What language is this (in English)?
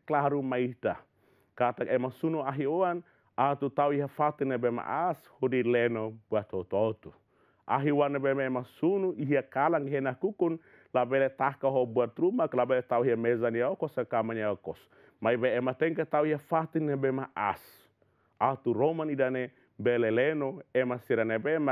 Tetum